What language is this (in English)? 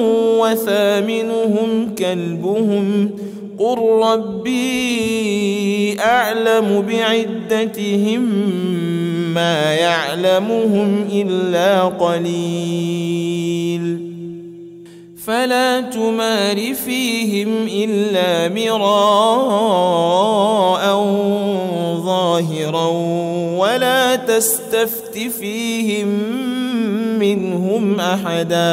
Arabic